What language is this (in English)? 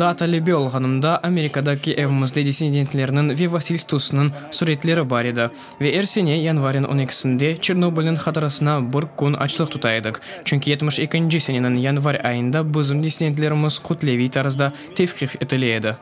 Crimean Tatar